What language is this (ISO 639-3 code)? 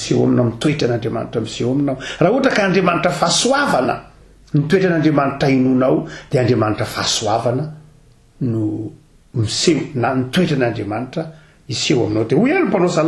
mlg